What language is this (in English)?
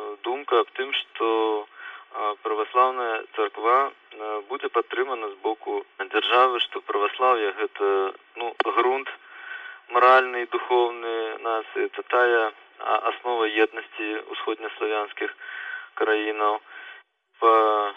Belarusian